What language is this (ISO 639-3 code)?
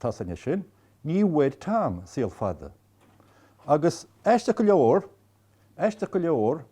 gle